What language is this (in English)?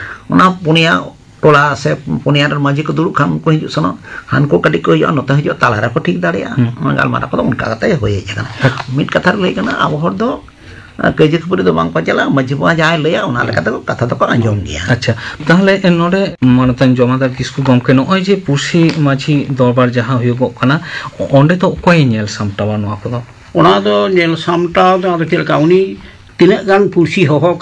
Santali